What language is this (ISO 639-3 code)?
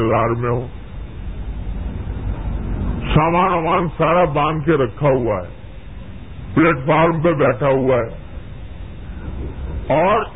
urd